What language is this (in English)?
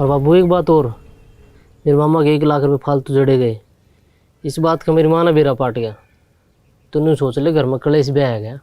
Haryanvi